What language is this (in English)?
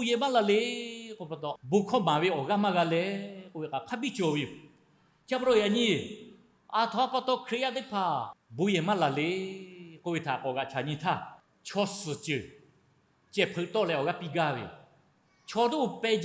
Lahu